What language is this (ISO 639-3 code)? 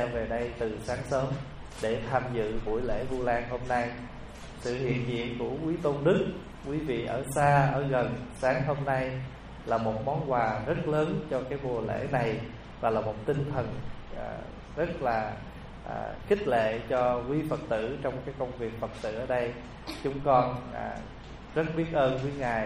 vie